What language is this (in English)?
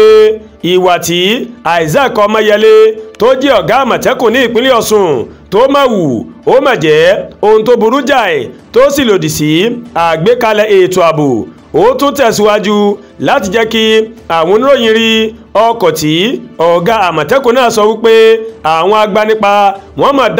Yoruba